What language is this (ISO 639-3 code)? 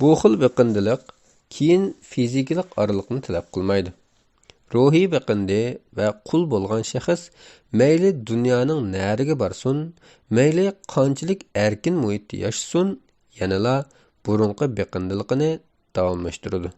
uig